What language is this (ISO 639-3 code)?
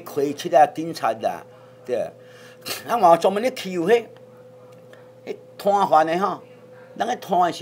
nan